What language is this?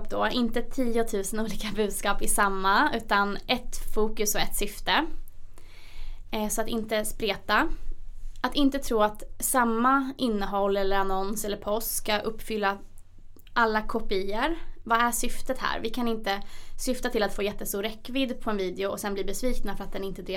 Swedish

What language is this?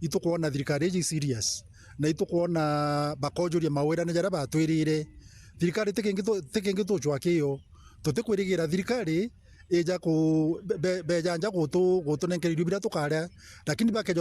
Meru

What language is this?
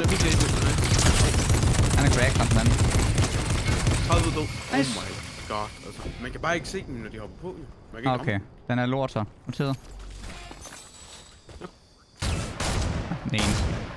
Danish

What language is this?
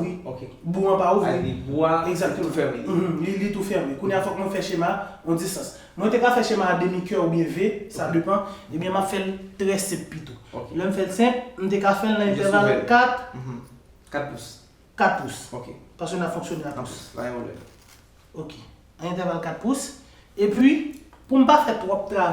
Haitian Creole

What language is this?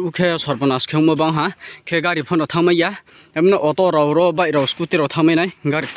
Riang (India)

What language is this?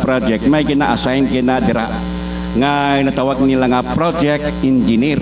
Hiligaynon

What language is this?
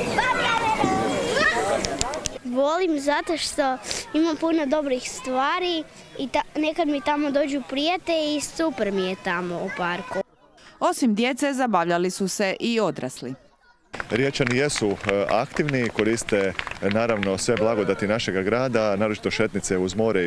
Croatian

